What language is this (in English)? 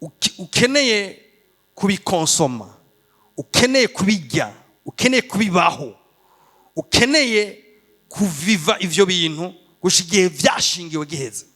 Rundi